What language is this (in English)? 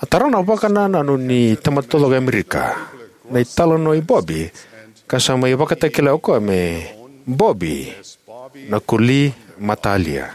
Fijian